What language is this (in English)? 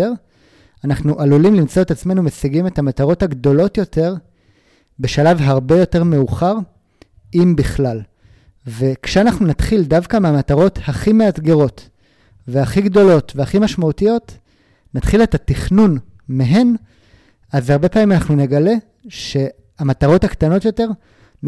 Hebrew